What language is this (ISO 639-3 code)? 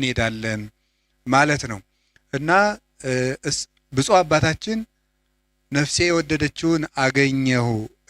amh